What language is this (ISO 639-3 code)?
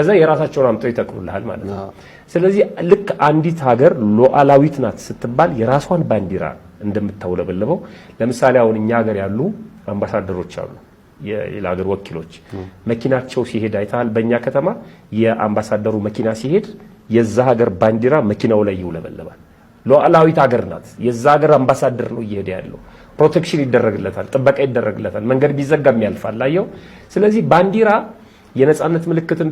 amh